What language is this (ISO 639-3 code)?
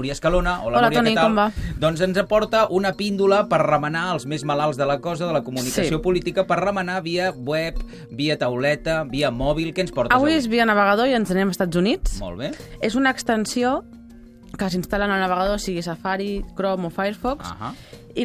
cat